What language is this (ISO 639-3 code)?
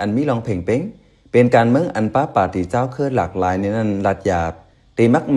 shn